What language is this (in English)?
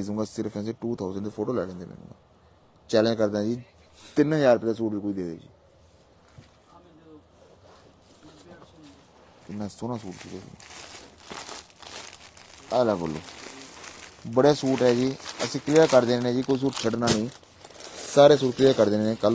Punjabi